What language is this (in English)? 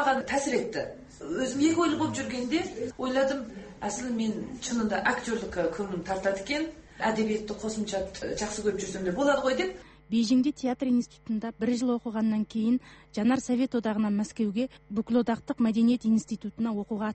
Kazakh